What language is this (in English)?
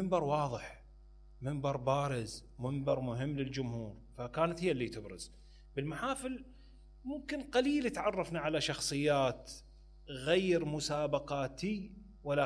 Mesopotamian Arabic